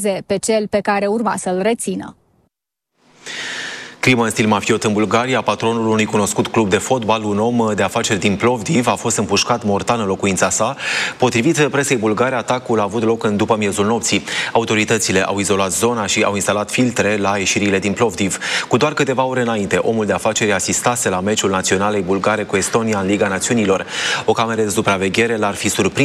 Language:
Romanian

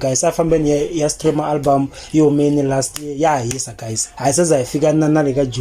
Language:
Tsonga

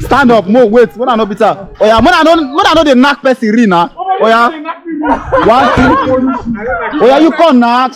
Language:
Nigerian Pidgin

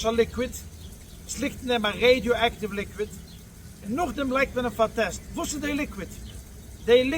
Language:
Yiddish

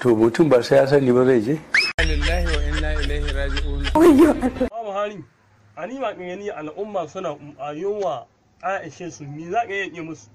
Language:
Hausa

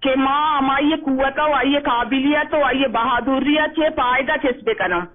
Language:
Eastern Balochi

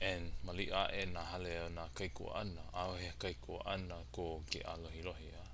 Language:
Hawaiian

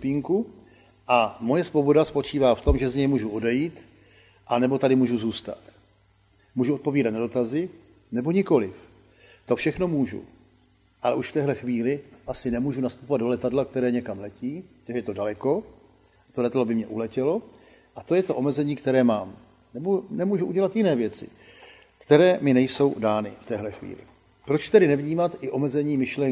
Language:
Czech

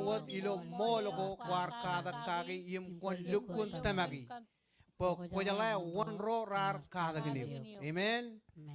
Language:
Marshallese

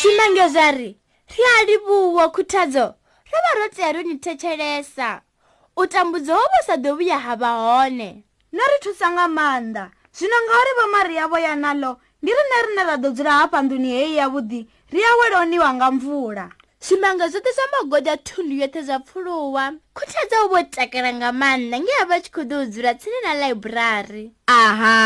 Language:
Venda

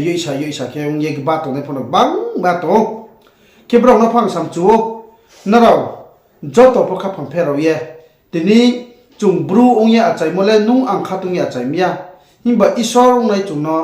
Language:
Riang (India)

